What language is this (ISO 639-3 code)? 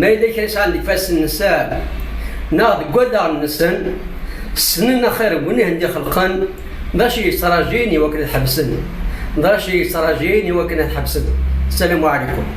kab